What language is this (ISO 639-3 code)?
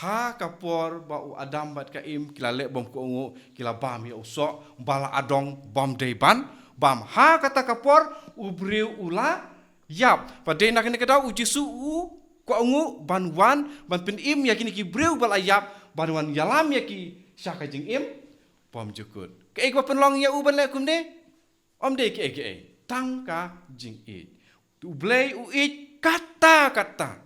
kha